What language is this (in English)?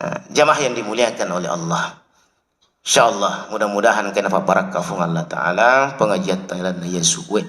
Buginese